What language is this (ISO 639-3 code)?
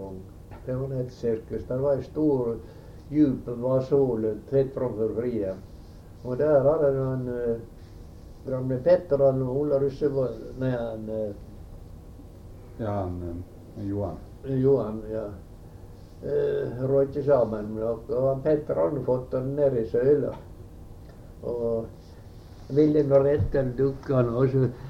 nor